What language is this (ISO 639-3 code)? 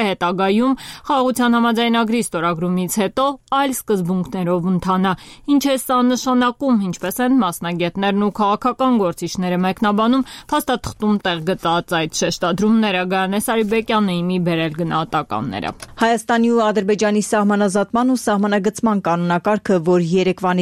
hye